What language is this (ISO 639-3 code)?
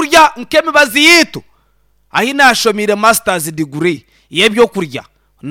nyn